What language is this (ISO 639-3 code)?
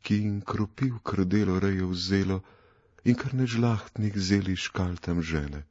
slv